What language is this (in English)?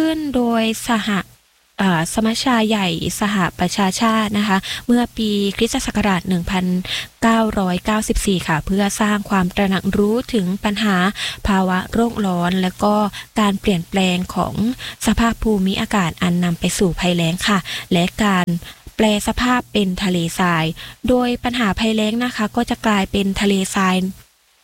Thai